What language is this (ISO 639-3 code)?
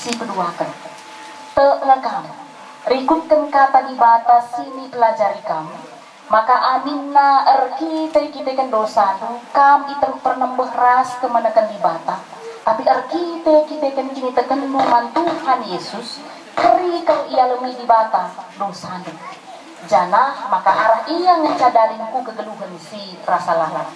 btx